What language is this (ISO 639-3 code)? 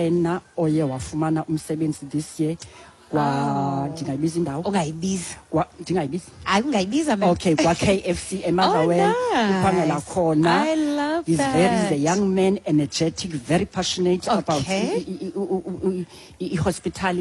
xho